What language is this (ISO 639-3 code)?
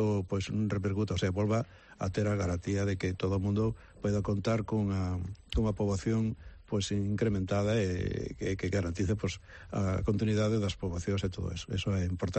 glg